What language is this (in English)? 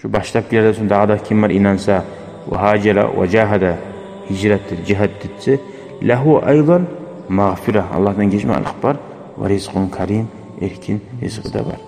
Kumyk